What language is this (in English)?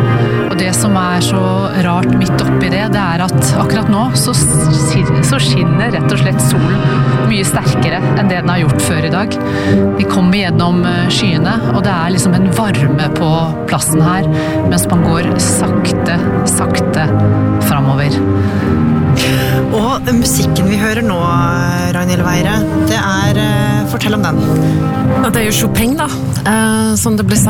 Norwegian